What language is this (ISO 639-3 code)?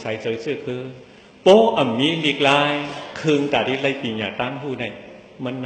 shn